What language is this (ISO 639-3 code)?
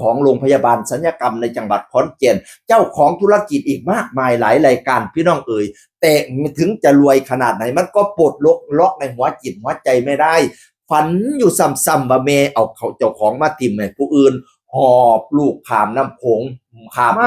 tts